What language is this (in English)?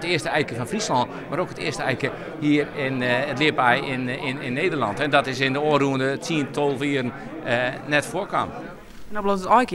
Western Frisian